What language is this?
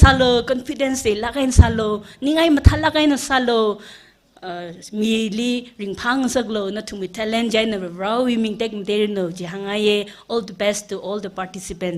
Tangkhul Naga (India)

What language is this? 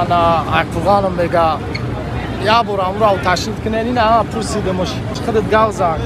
Tajik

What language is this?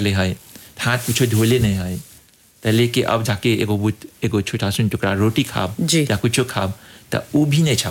Bhojpuri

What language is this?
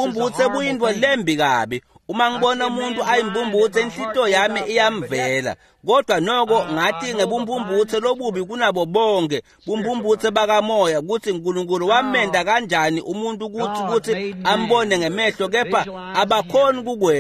Swati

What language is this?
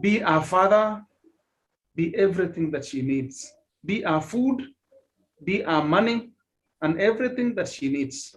Kalenjin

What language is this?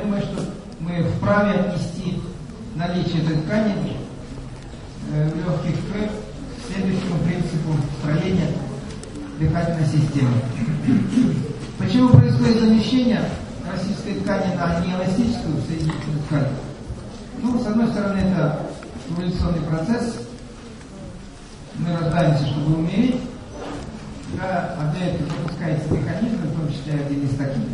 Russian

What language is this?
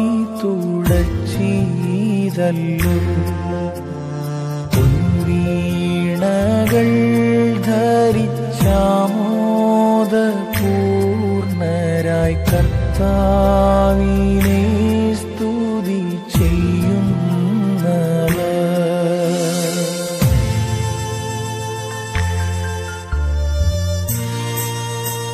Malayalam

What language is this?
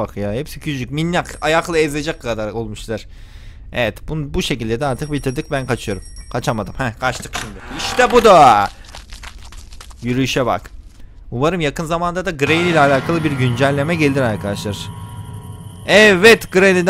Turkish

